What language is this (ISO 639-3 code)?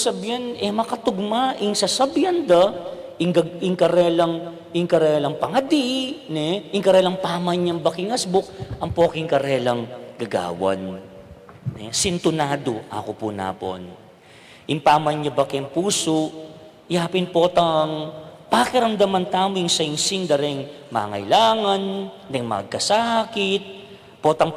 pam